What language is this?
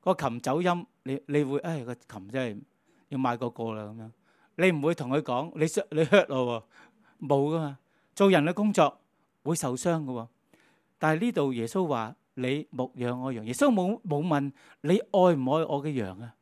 Cantonese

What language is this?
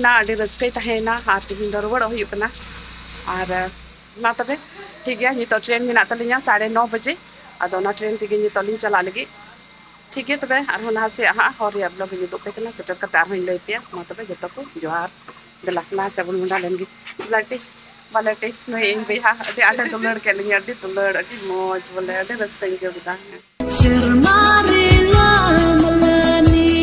Santali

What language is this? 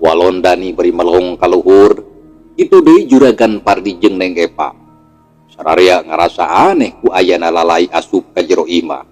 Sundanese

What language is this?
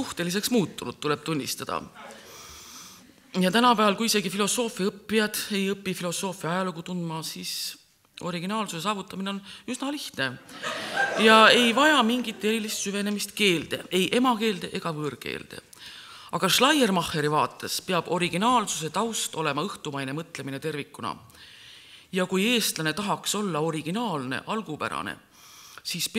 Estonian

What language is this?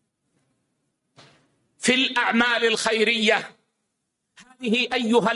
Arabic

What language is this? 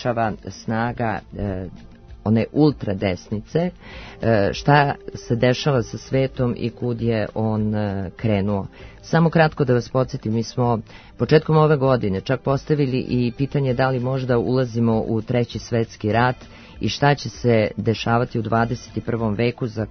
Serbian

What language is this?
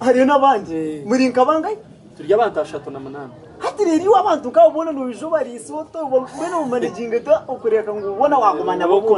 Nyankole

